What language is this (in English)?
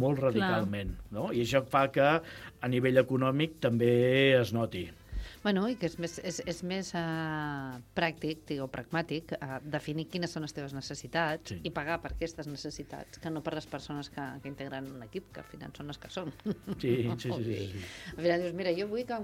Catalan